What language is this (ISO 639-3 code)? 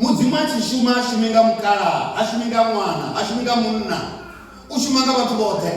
ven